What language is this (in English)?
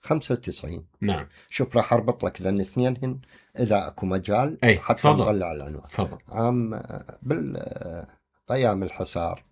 Mesopotamian Arabic